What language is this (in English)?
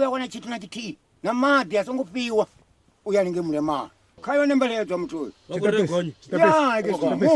Venda